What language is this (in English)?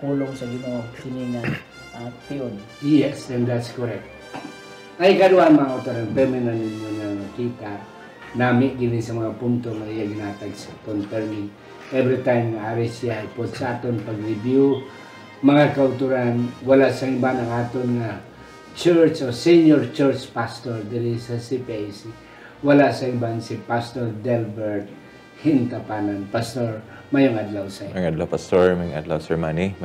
Hiligaynon